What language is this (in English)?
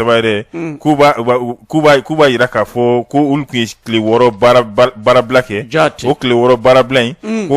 Bambara